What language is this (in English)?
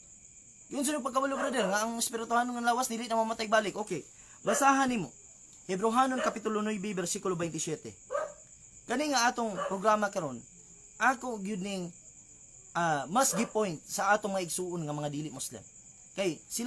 Cebuano